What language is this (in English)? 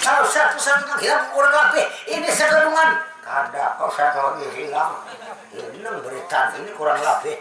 Banjar